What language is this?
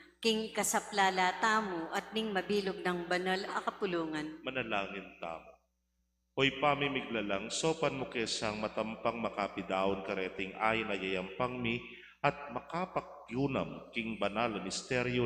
Pampanga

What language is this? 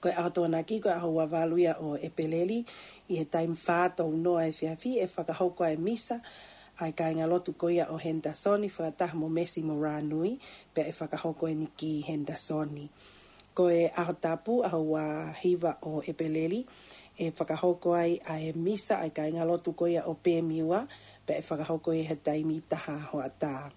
Tongan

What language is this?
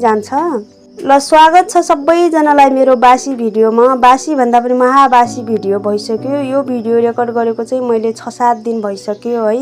Nepali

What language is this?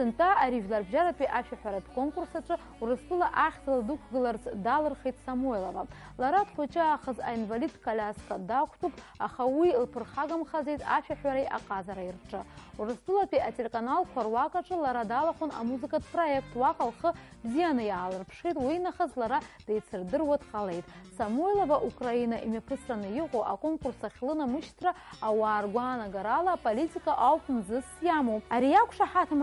Abkhazian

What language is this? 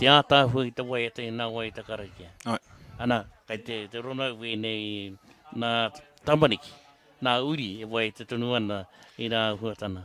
Māori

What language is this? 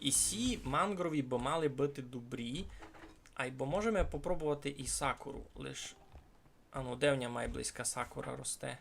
Rusyn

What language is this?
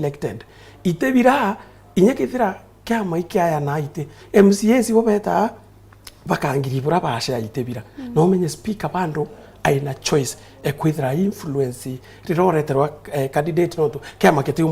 Meru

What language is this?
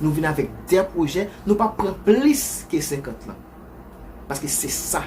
Haitian Creole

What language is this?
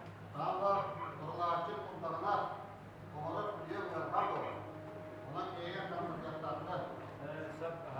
Yakut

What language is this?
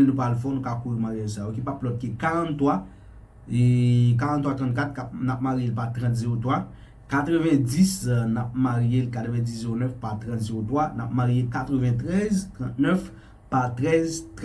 Haitian Creole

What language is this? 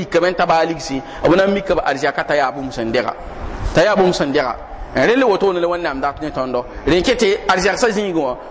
Mossi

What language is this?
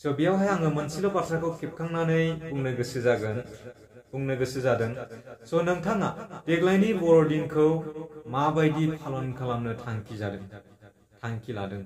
Bodo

